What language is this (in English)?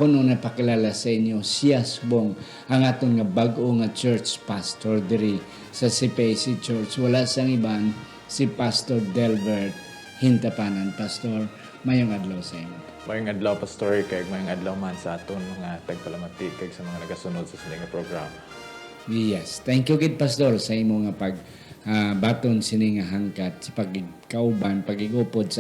Hiligaynon